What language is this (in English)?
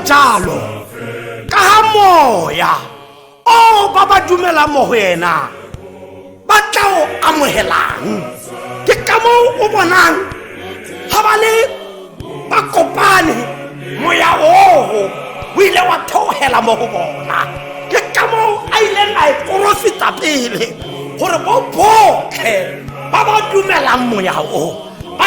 Tswana